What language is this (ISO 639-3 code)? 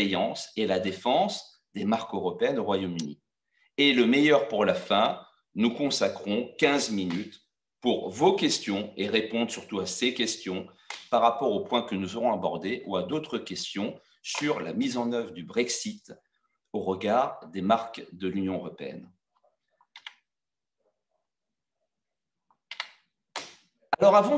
fra